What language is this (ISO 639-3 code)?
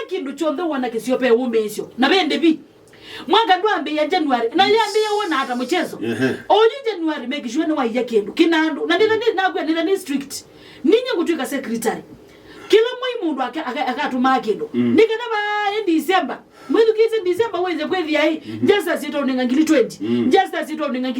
kam